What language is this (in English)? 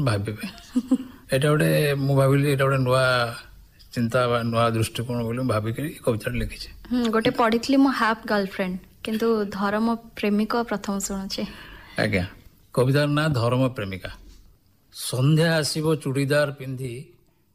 Odia